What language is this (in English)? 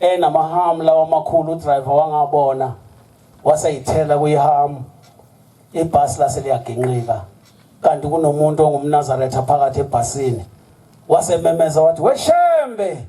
Zulu